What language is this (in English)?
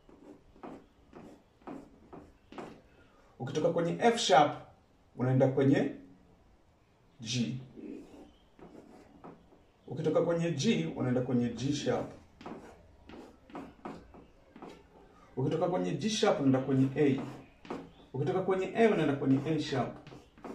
Swahili